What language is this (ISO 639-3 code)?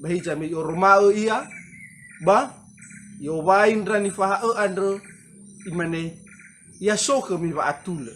nia